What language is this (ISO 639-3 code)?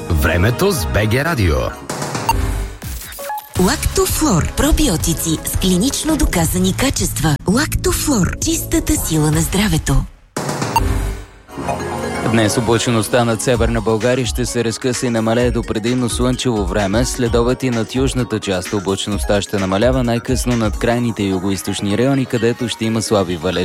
bul